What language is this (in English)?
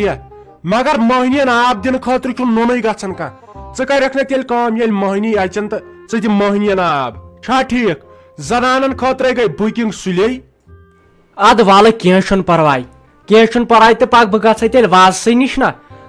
Kashmiri